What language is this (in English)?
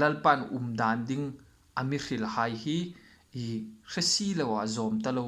Hmar